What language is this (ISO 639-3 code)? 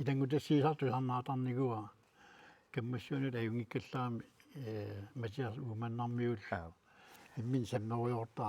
kal